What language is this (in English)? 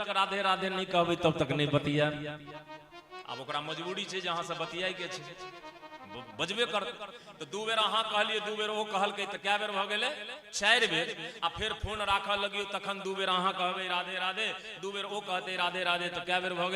Maithili